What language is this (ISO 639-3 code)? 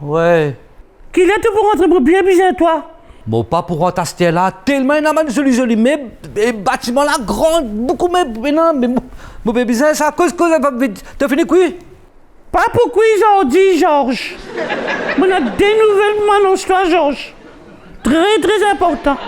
mfe